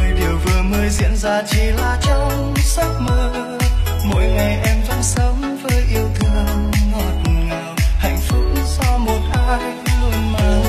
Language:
Vietnamese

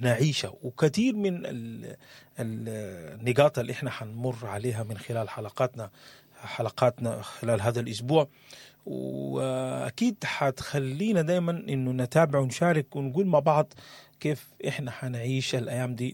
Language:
Sudanese Arabic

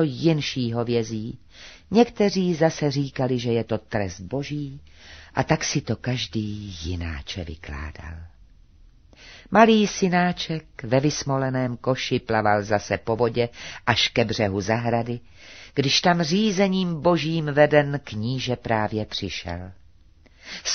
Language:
Czech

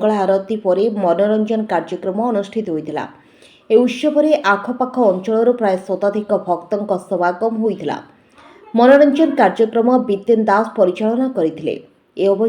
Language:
Odia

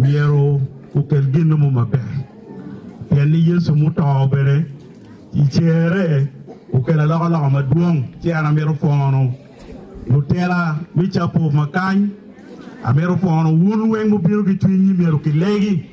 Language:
Acoli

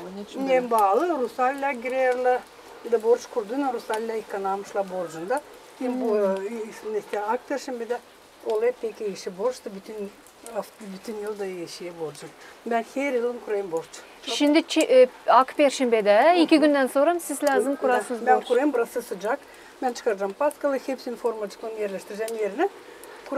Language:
Gagauz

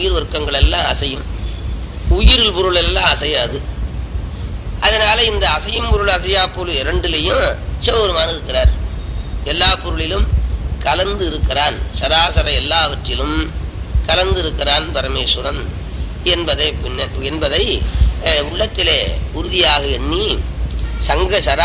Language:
Tamil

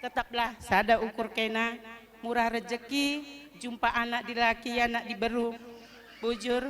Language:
Batak Karo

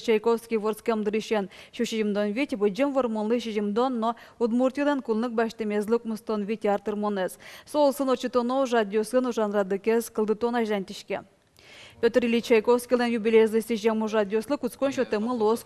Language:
Udmurt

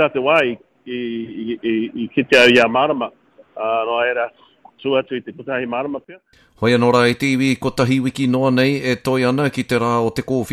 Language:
Māori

